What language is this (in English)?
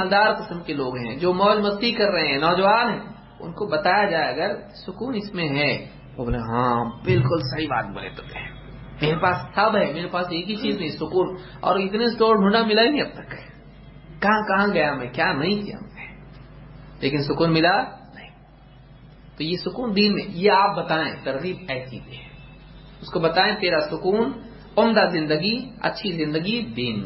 Urdu